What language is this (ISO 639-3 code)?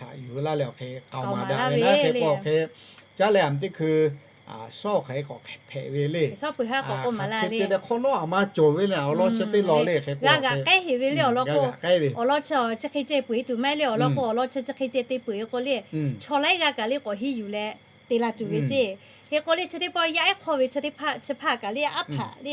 lhu